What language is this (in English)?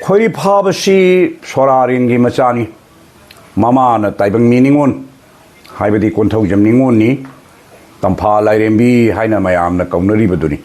Manipuri